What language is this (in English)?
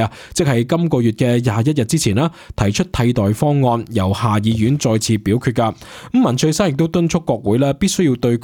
Cantonese